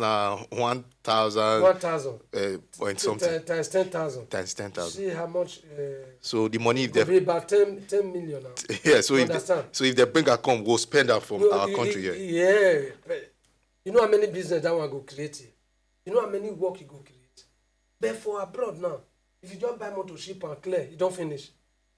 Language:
Nigerian Pidgin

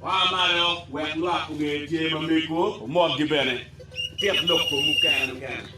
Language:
Acoli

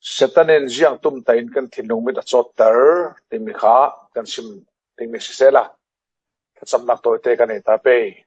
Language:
Falam Chin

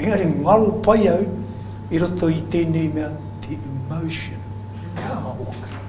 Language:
Māori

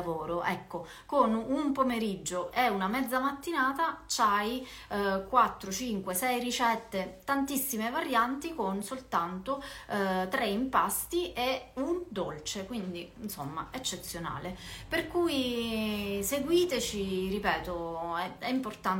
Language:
Italian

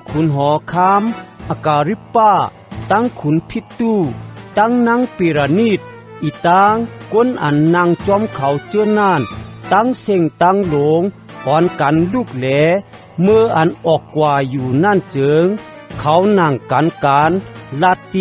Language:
Shan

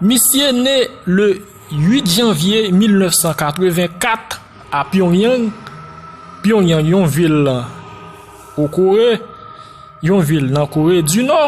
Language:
Haitian Creole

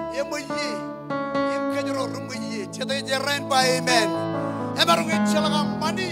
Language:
Marshallese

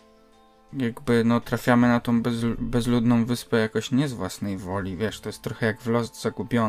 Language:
Polish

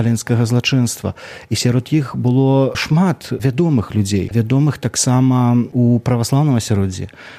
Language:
Belarusian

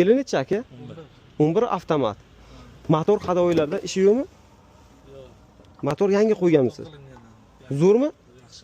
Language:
Uzbek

